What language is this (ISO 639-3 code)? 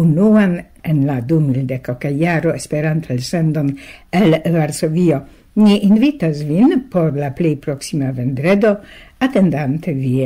epo